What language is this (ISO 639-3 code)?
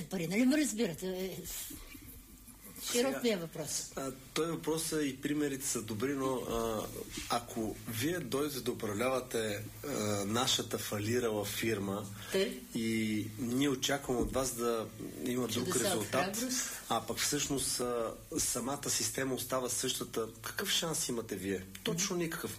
bul